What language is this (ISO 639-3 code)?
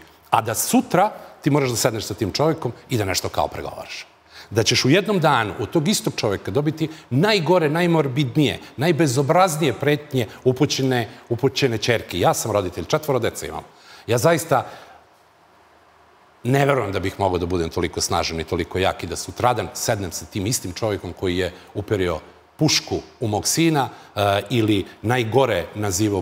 srp